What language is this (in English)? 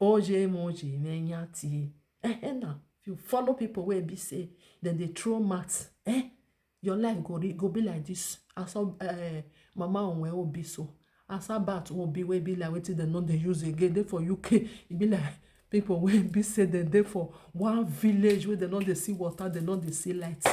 Nigerian Pidgin